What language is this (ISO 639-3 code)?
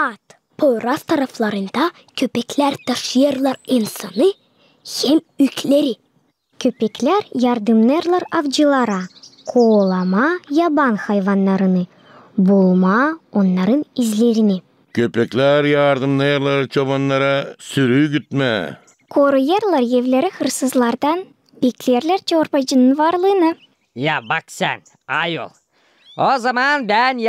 gag